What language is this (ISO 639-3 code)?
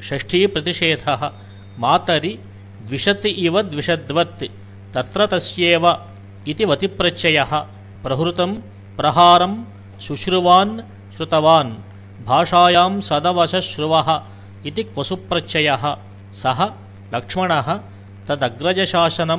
san